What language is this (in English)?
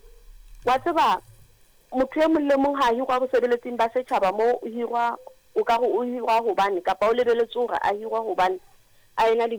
Southern Sotho